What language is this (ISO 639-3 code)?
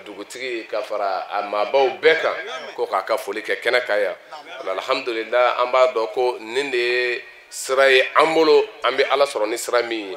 bam